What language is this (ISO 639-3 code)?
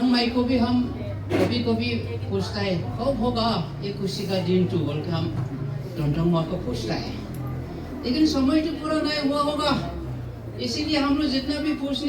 hmr